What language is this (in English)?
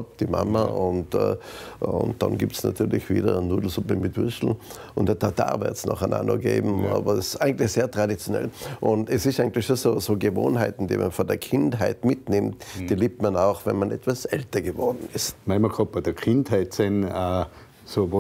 Bavarian